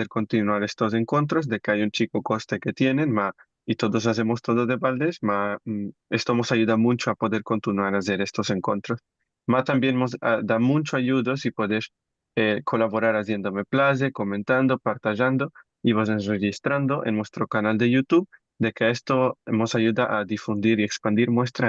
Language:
Ladino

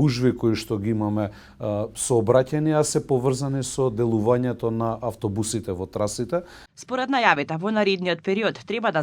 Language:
Macedonian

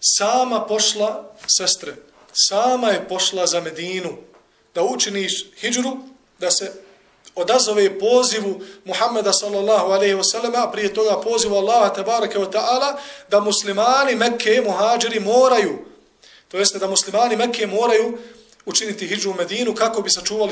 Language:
Bosnian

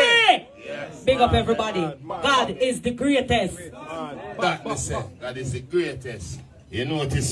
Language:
Jamaican Creole English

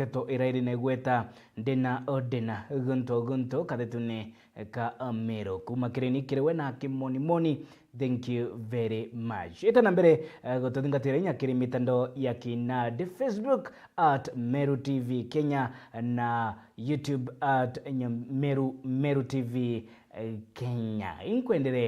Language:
Meru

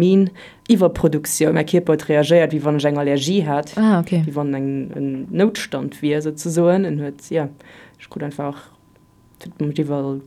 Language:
Luxembourgish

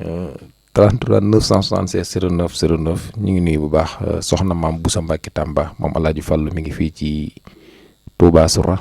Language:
Wolof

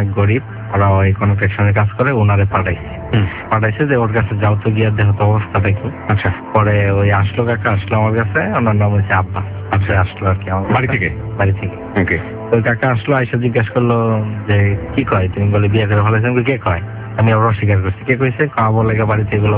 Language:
Bangla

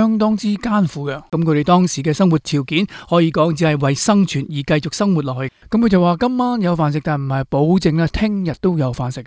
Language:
Cantonese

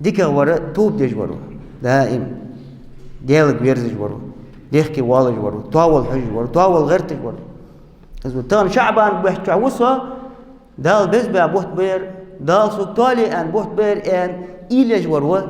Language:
Ingush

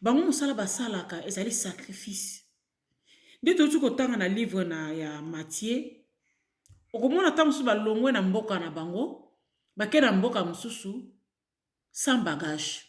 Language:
Lingala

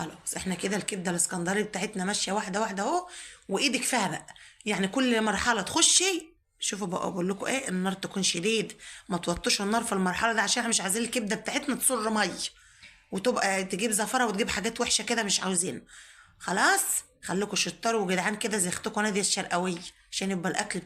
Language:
Egyptian Arabic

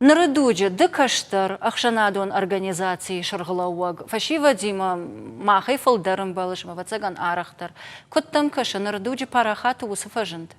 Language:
Ossetic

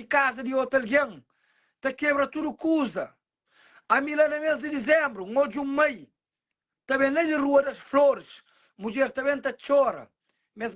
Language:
Kabuverdianu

